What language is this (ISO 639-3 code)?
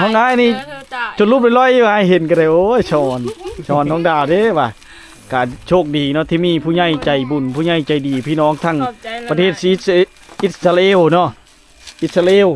lao